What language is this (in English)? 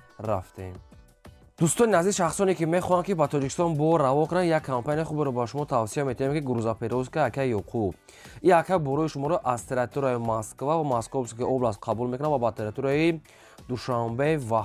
Tajik